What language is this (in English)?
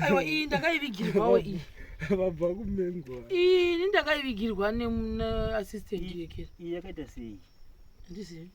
Shona